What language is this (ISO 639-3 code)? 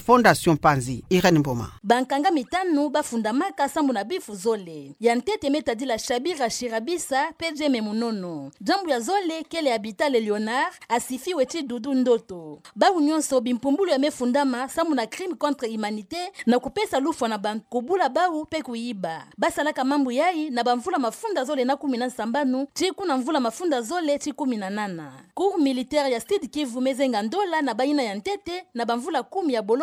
ktu